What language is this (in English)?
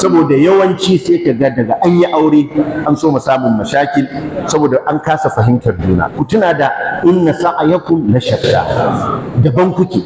Hausa